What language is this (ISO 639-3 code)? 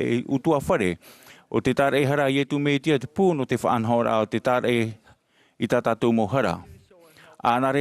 tah